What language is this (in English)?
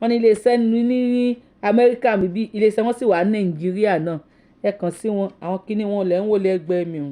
Yoruba